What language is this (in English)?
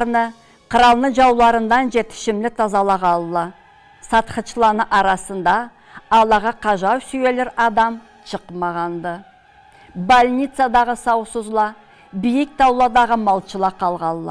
Karachay-Balkar